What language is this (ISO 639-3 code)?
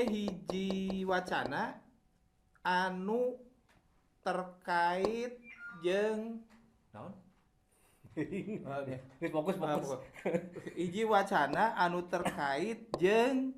sun